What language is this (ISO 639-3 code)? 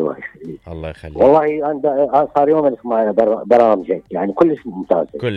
acm